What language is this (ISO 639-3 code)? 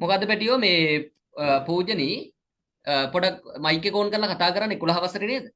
sin